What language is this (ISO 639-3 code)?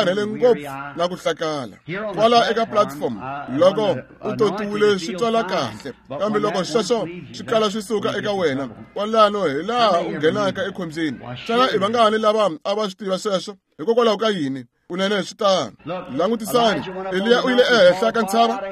tso